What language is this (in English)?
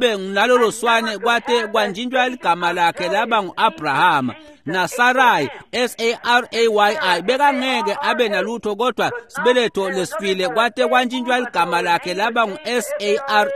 Swati